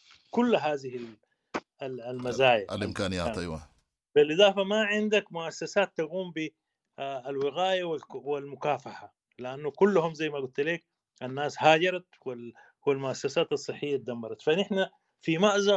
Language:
Sudanese Arabic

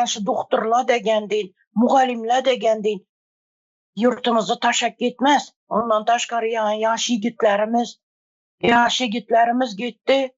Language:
Turkmen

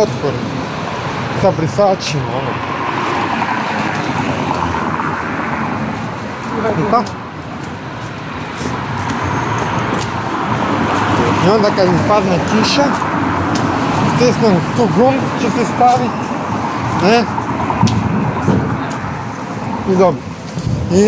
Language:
Croatian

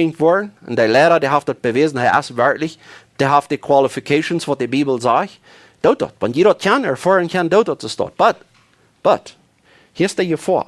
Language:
Plautdietsch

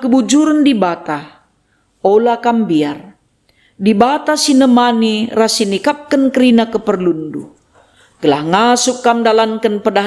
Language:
Batak Karo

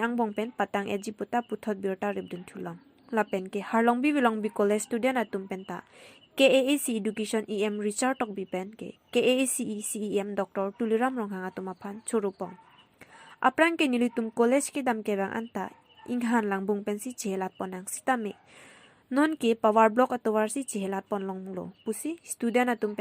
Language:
Karbi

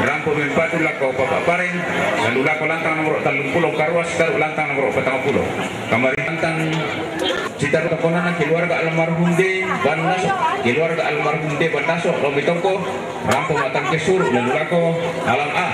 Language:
Toraja-Sa'dan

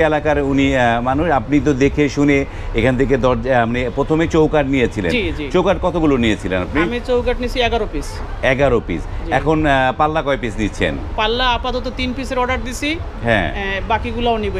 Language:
Bangla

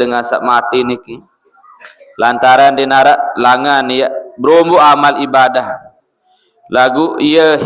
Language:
Sasak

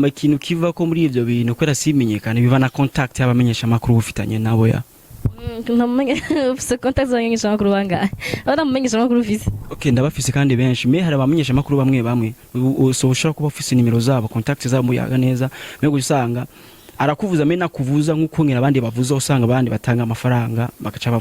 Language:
Rundi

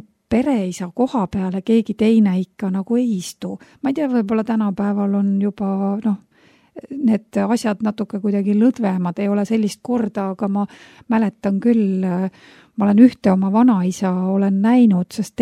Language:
Estonian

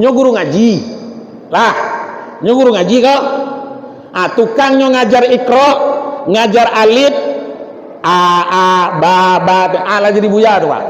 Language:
Minangkabau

